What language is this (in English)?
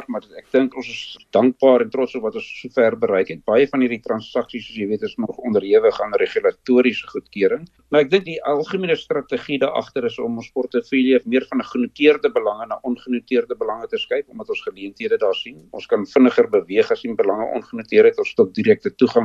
Afrikaans